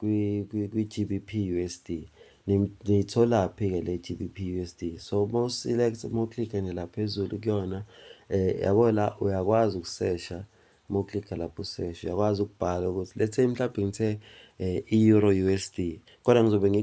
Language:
Zulu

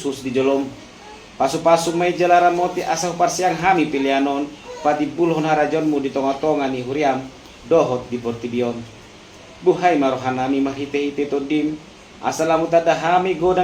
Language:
Batak Toba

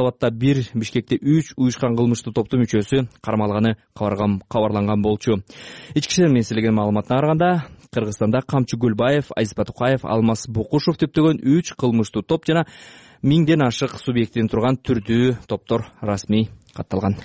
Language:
Kyrgyz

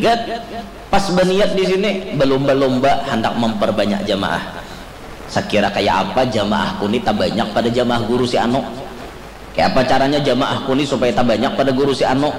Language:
Banjar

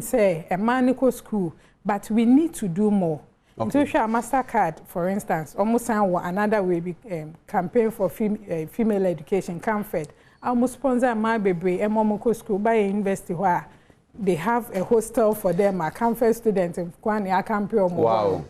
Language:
Akan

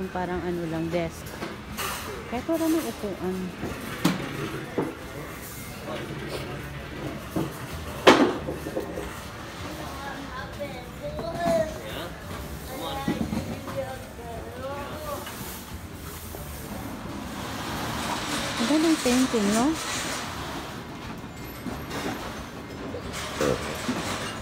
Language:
Filipino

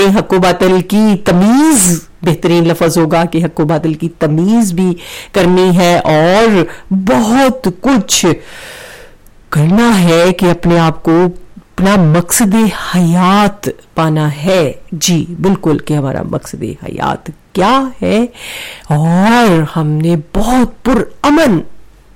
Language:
Urdu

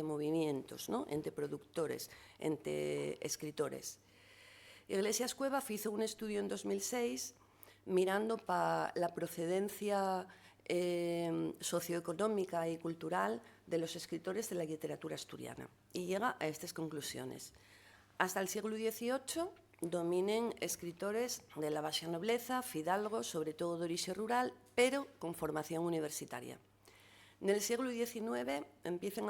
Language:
Asturian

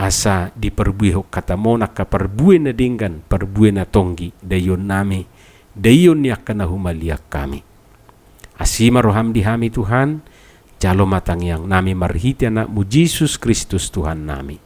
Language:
Batak Toba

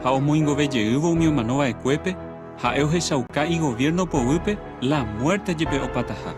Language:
Guarani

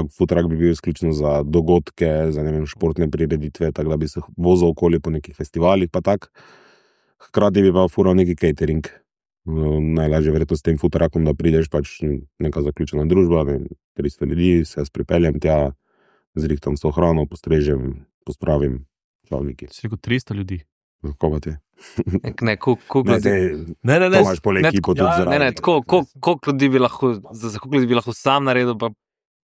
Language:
Slovenian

